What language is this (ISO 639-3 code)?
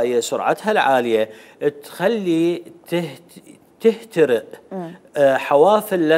acm